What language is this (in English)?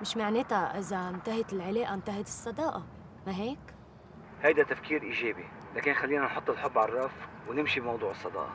North Levantine Arabic